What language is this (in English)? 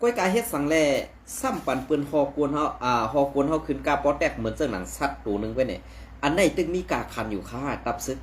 Shan